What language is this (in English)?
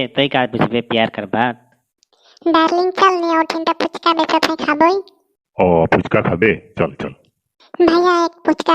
Sadri